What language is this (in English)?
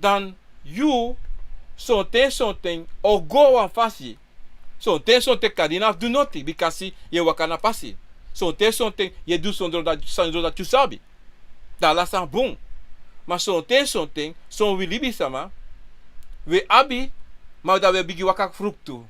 Sranan Tongo